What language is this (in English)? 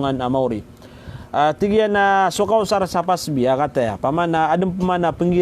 Maranao